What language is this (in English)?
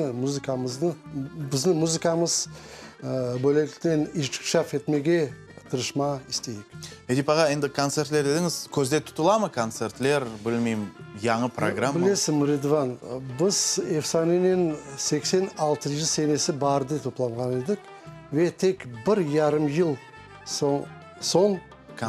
Crimean Tatar